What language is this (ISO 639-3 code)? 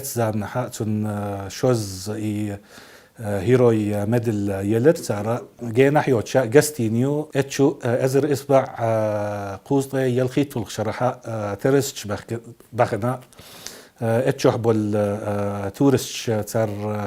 che